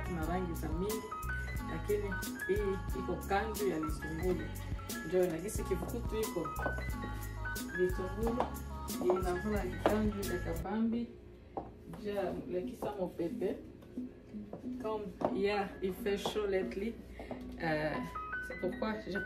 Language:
Swahili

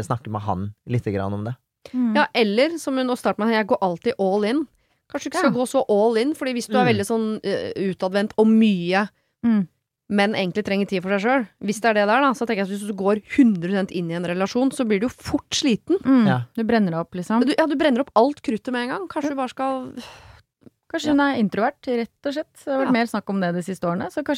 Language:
Norwegian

